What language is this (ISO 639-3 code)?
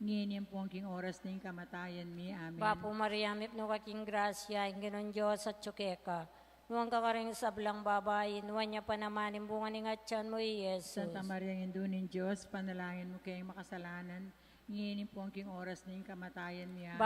pam